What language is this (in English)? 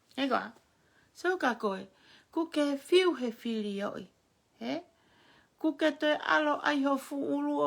Tongan